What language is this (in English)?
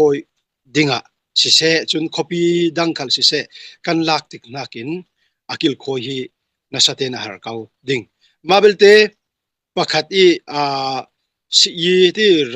Falam Chin